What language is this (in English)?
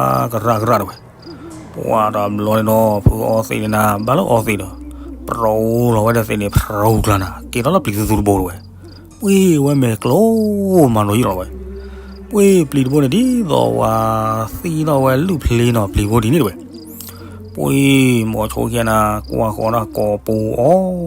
S'gaw Karen